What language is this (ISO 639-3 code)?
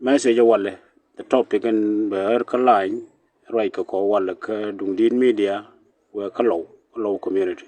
nus